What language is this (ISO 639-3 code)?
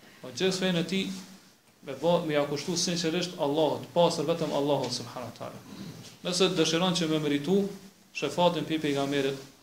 sqi